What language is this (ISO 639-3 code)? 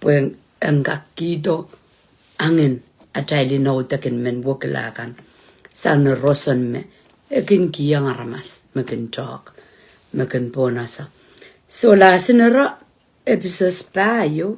pon